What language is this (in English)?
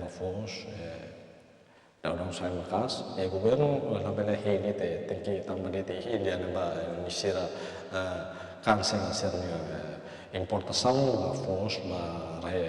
Tetum